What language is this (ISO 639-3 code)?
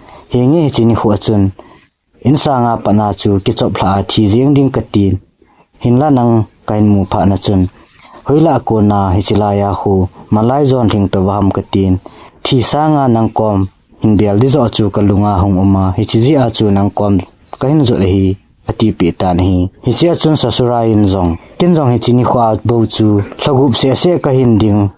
tcz